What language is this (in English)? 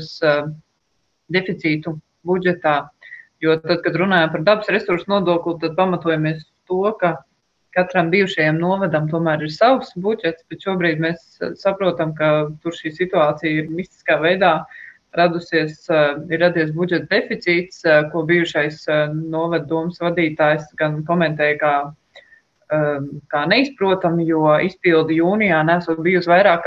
Latvian